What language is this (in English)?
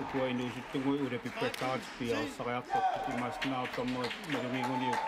Kalaallisut